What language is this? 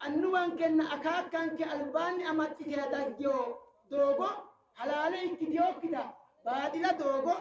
Sidamo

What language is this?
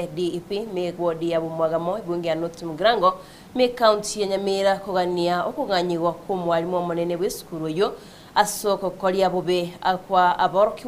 Gusii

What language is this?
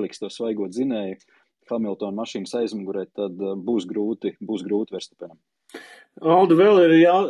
Latvian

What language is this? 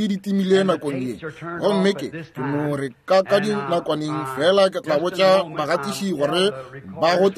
Northern Sotho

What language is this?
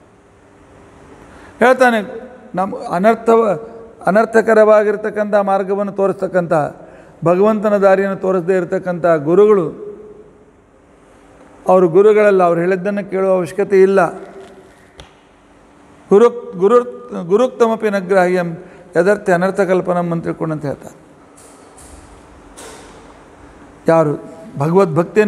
Kannada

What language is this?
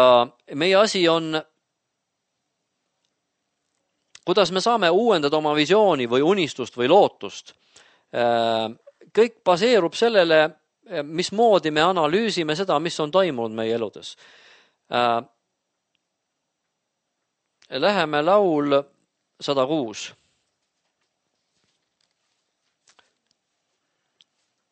Estonian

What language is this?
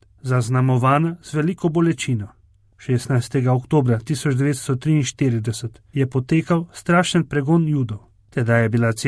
Slovenian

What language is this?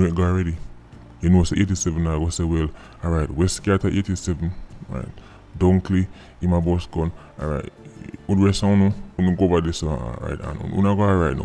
Jamaican Creole English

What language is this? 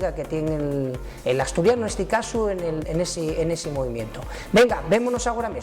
Asturian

